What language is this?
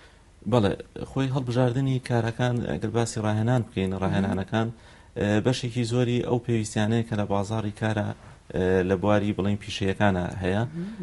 Central Kurdish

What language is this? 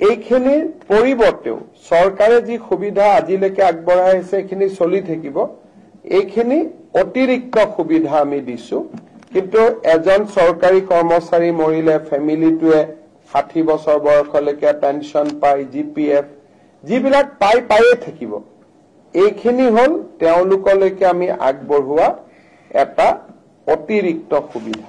Assamese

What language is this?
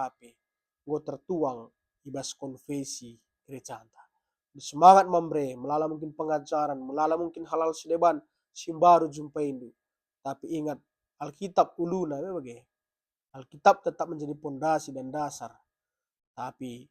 Batak Karo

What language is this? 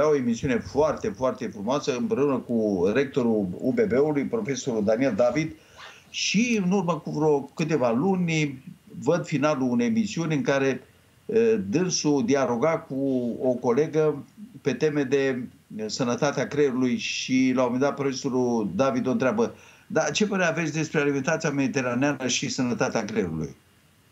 Romanian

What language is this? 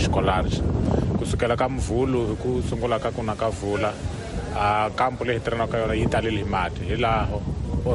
Tsonga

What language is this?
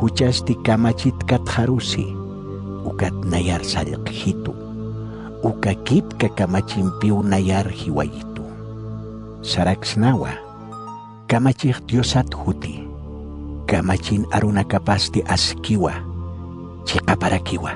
Aymara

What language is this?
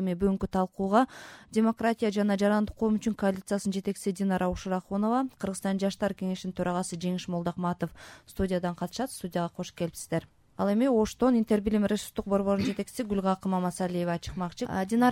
Kyrgyz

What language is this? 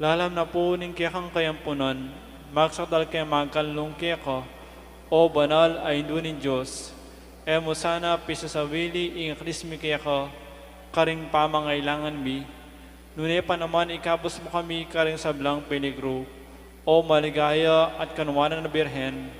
Pampanga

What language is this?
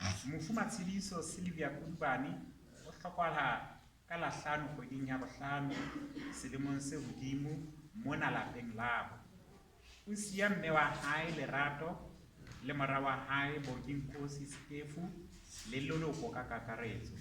Southern Sotho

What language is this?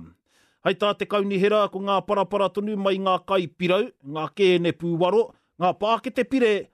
Māori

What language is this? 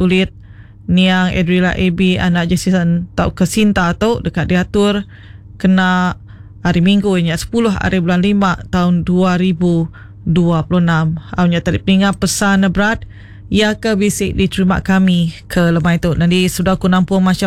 Iban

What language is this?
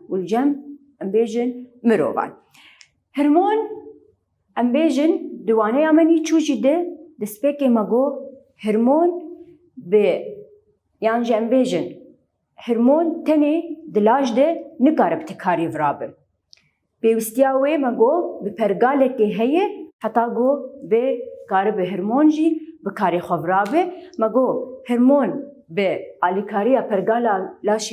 Kurdish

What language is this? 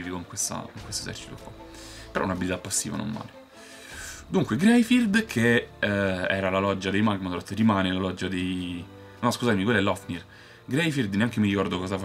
Italian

